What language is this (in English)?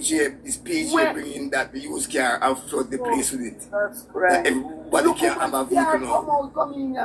Jamaican Creole English